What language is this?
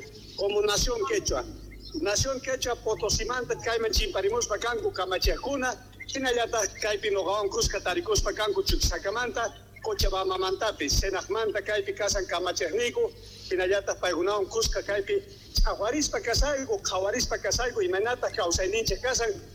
South Bolivian Quechua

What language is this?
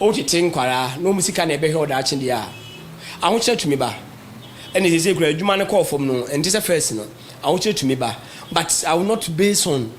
Akan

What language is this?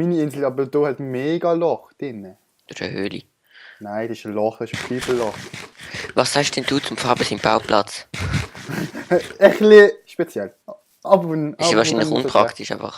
Swiss German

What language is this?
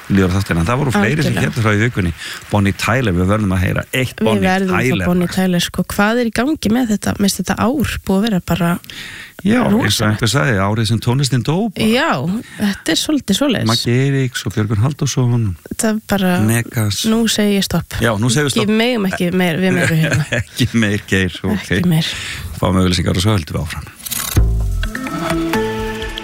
Icelandic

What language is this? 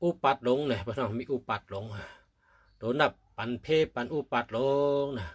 Shan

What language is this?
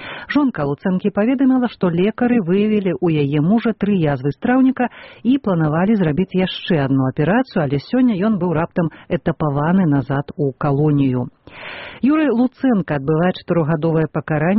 Belarusian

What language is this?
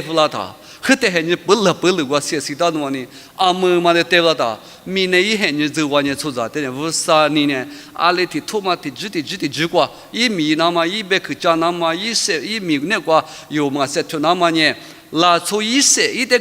Lisu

